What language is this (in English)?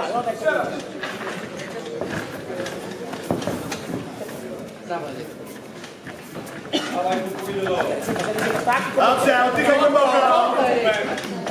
Polish